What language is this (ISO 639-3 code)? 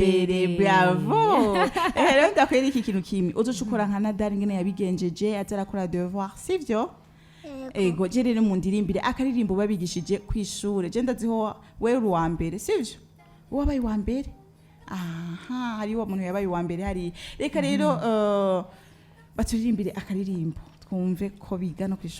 run